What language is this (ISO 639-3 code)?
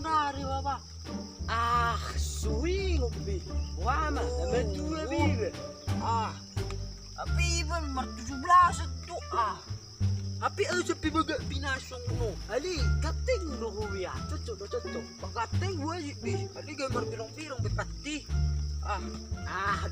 bbc